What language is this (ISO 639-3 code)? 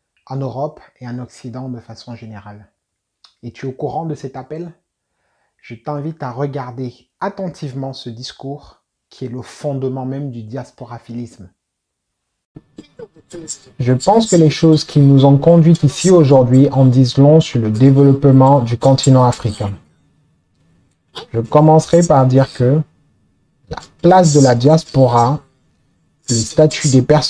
fra